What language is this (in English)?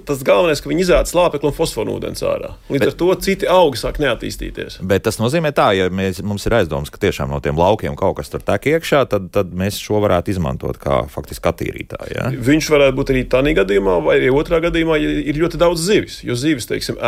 Latvian